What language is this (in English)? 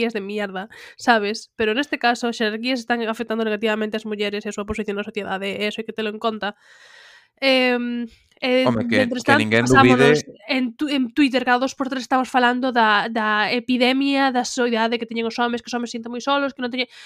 Galician